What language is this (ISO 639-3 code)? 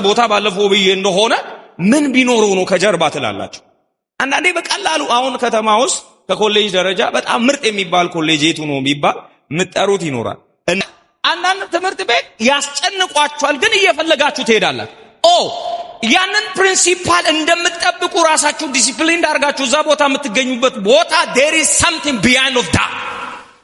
amh